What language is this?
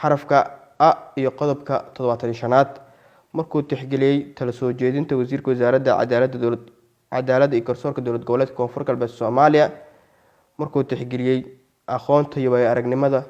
Somali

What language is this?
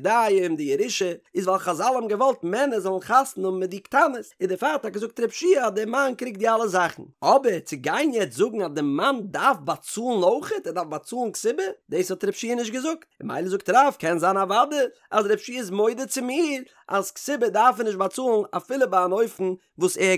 Yiddish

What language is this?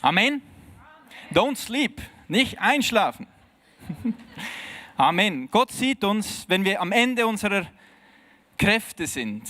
Swiss German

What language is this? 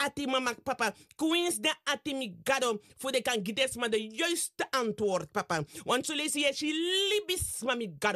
Sranan Tongo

